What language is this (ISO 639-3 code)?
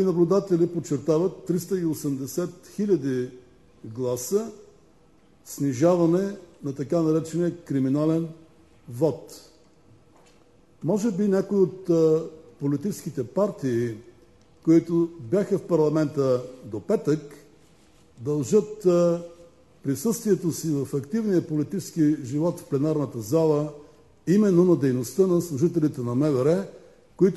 bul